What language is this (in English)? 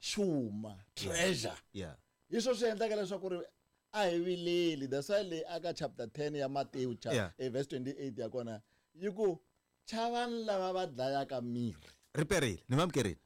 Tsonga